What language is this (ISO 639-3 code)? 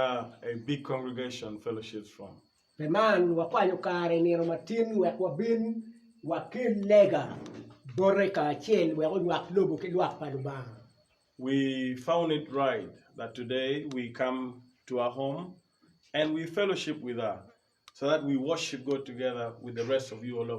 ach